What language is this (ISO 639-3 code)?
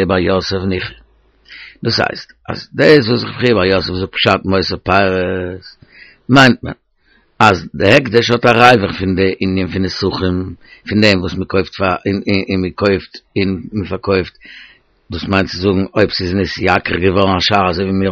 yid